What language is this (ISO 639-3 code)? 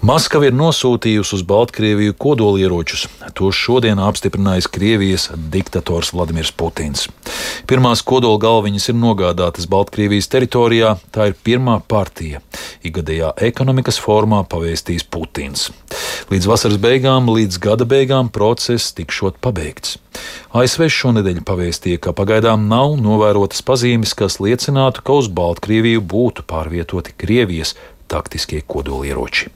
lav